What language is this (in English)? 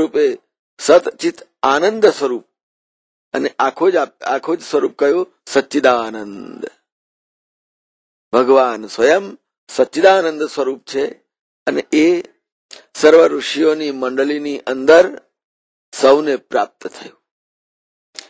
Gujarati